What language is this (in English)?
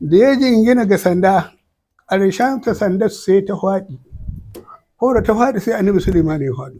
Hausa